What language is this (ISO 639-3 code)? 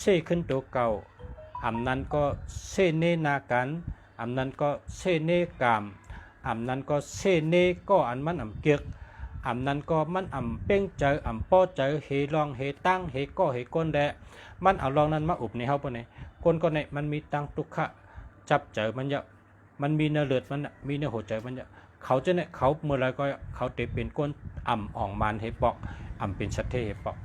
shn